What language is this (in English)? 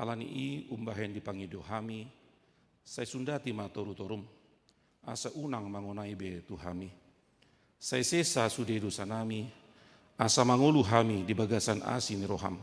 Batak Toba